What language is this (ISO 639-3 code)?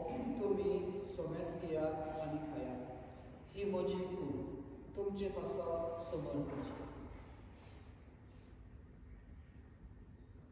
kok